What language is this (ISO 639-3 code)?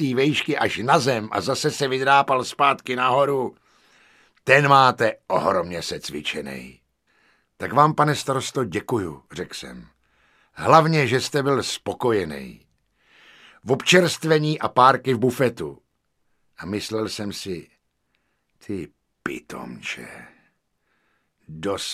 ces